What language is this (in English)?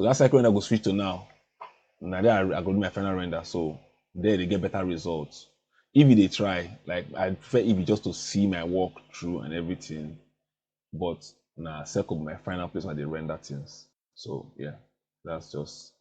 Nigerian Pidgin